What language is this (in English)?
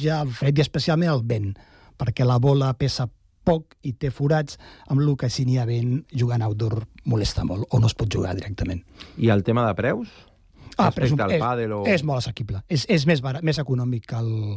Catalan